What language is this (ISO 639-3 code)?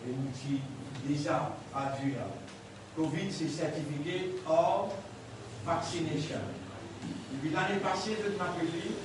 mfe